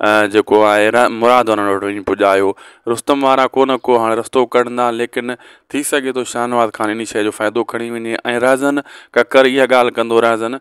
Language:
Sindhi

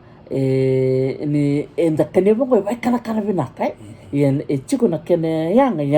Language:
Fijian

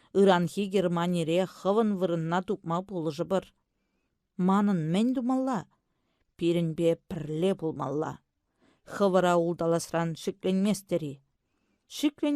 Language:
Chuvash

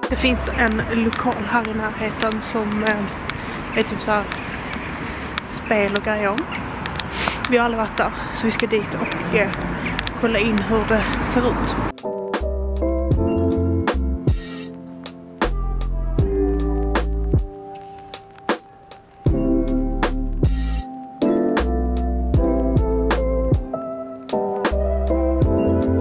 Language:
Swedish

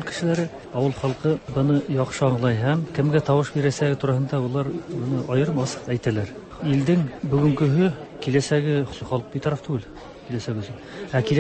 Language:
Tatar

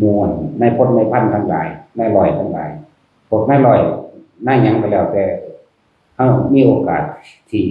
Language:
Northeastern Thai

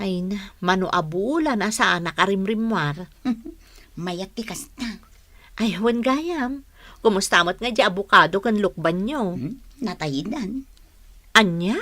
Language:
Iloko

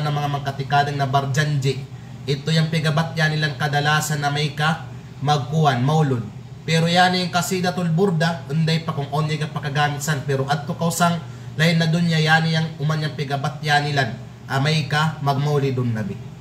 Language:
Kalagan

